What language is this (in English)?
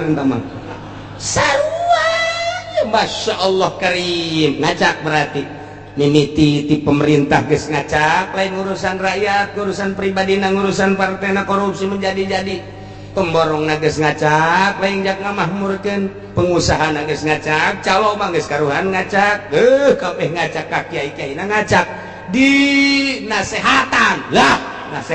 Sundanese